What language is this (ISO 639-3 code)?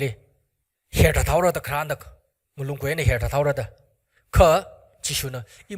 nmf